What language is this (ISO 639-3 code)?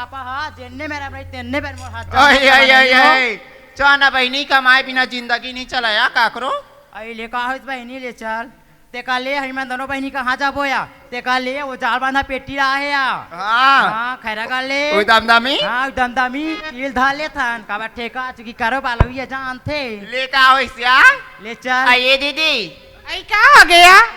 hne